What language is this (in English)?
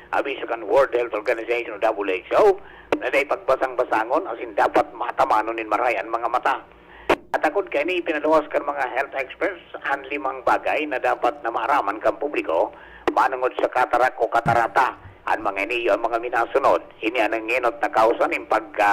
Bikol